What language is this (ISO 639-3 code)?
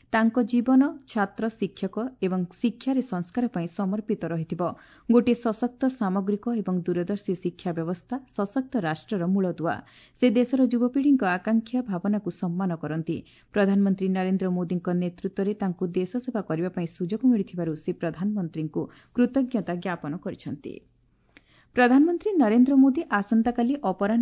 ori